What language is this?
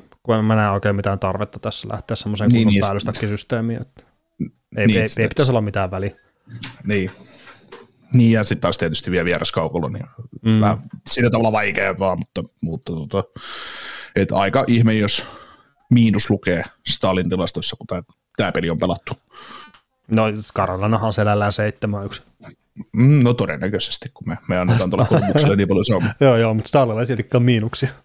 Finnish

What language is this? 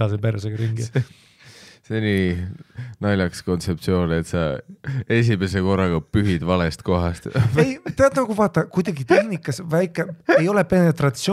Estonian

